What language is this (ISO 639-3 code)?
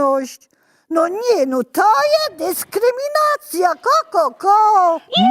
szl